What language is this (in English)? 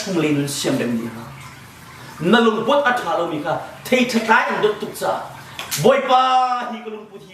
Hakha Chin